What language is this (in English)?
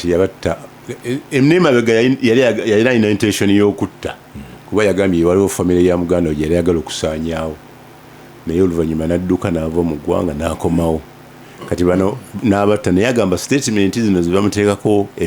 Ganda